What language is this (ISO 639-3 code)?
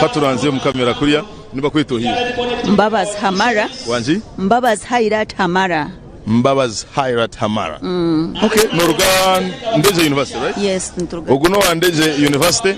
nyn